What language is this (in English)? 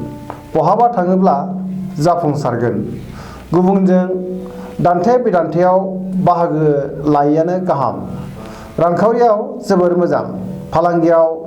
Bodo